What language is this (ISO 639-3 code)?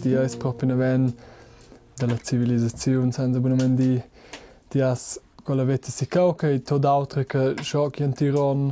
roh